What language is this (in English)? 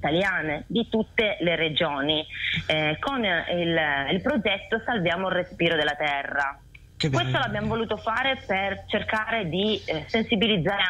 Italian